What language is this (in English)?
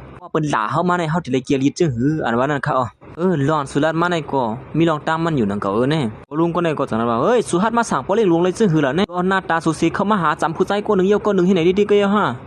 Shan